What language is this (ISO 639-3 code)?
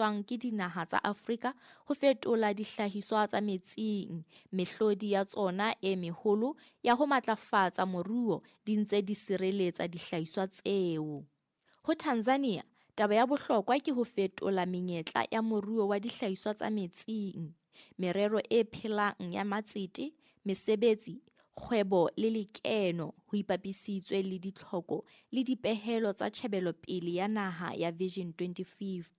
sot